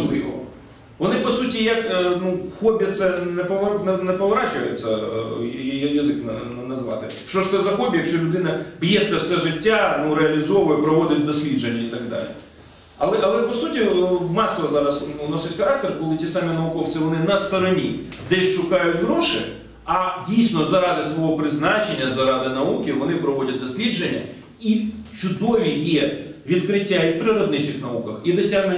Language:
Ukrainian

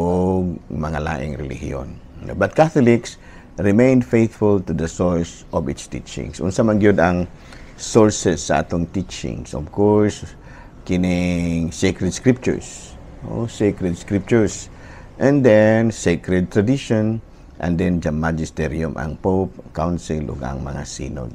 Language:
Cebuano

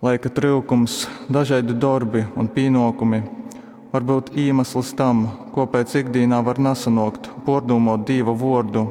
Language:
Latgalian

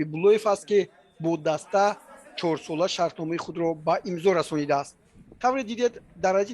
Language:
Tajik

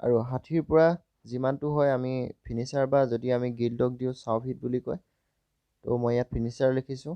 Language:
Assamese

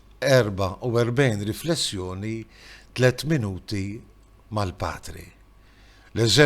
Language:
Maltese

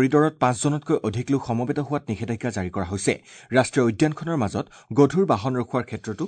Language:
Assamese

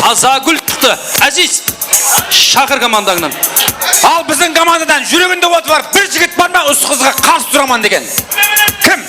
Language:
Kara-Kalpak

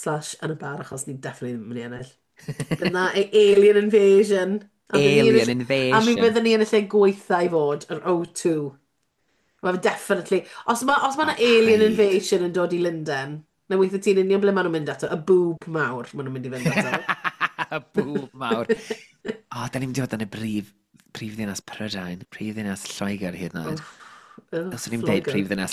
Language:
Welsh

